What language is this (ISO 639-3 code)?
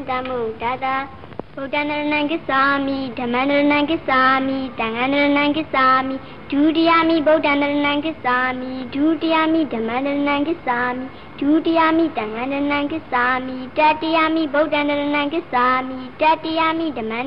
mya